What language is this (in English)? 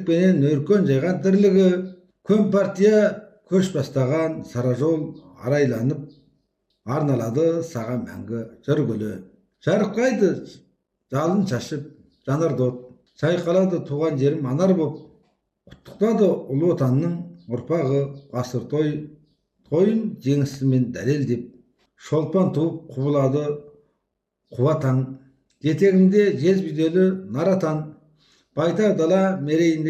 Kazakh